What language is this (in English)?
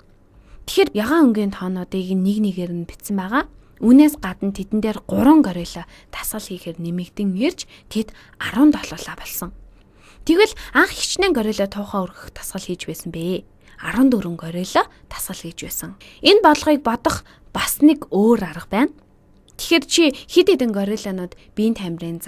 Mongolian